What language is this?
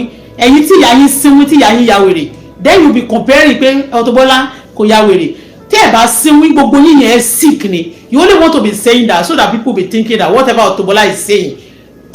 Yoruba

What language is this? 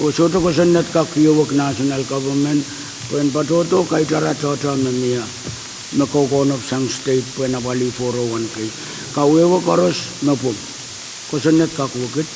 Pohnpeian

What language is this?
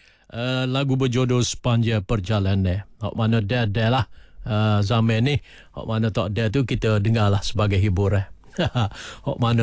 Malay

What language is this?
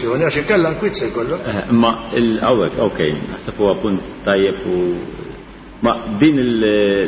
Maltese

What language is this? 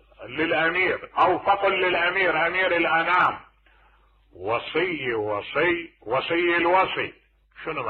Mesopotamian Arabic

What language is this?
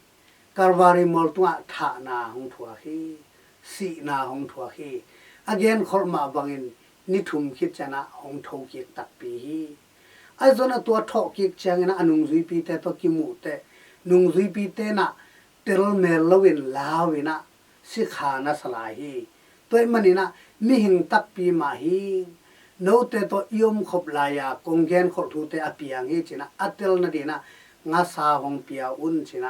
Tedim Chin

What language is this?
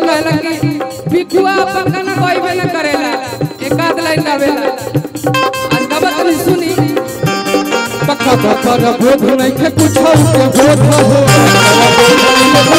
Bhojpuri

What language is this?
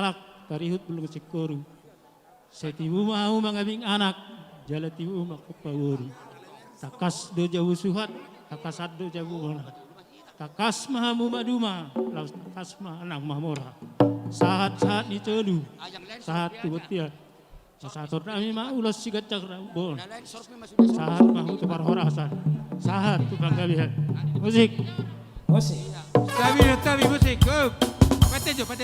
Batak Toba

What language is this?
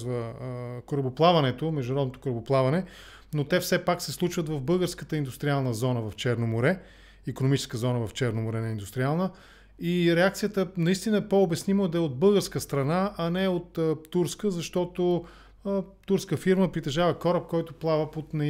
Bulgarian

